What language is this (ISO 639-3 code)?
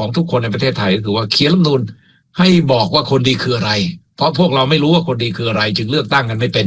tha